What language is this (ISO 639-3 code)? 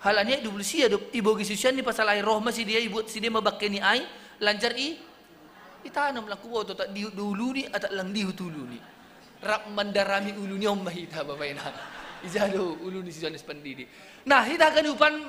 bts